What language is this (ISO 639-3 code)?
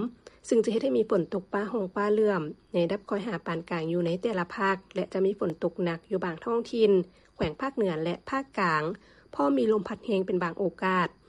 lao